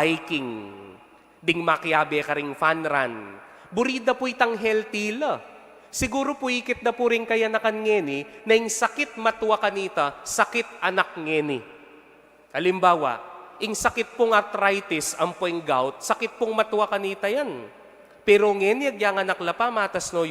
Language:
Pampanga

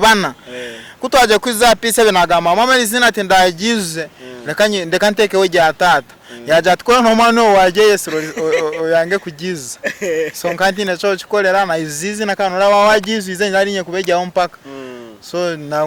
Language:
Nyankole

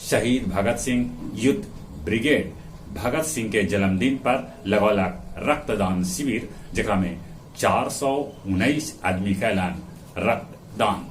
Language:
Magahi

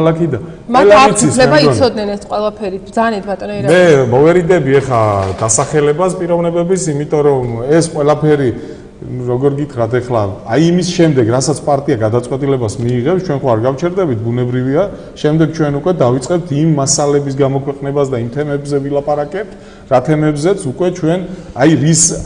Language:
Georgian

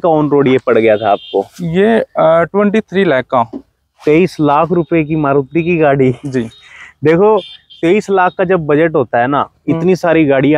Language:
Hindi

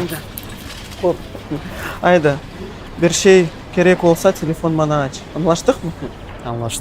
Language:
Crimean Tatar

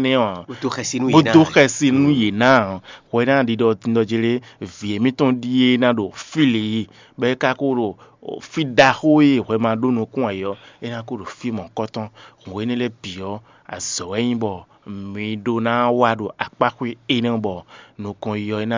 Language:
Fon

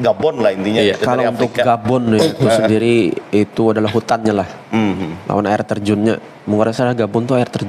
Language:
Banjar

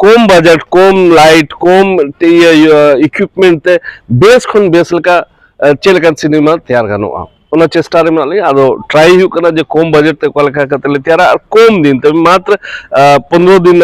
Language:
Santali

